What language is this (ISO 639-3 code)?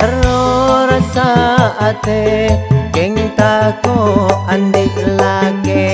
mad